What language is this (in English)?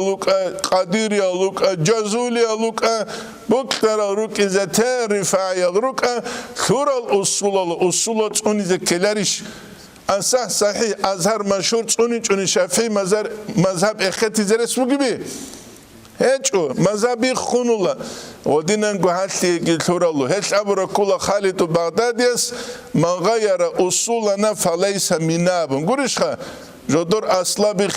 Avaric